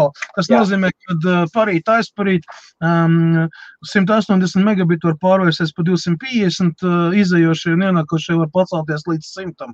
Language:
Latvian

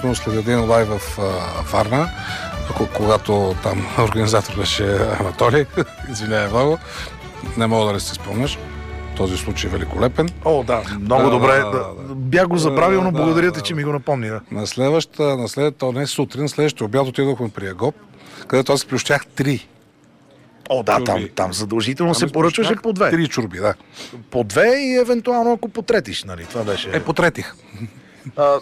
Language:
Bulgarian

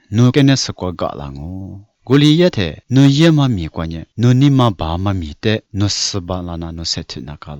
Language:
Lisu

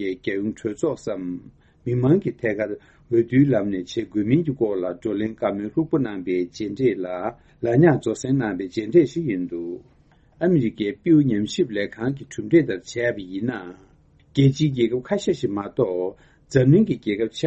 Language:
Tibetan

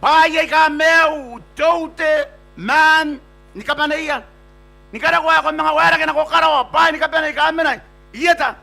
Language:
Gilbertese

